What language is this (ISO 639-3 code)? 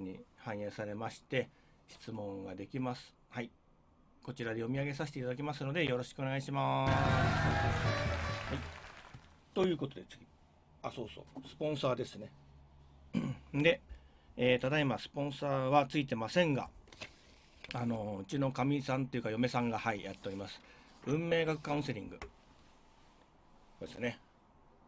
jpn